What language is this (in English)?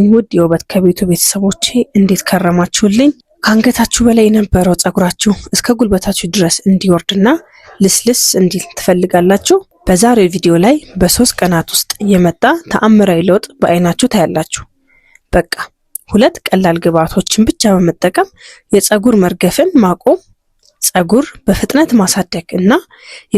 Amharic